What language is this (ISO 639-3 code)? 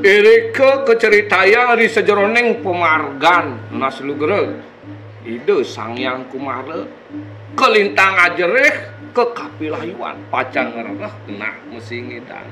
ban